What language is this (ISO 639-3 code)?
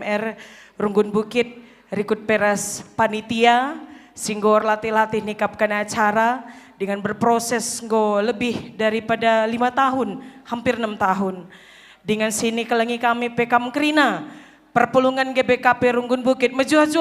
btx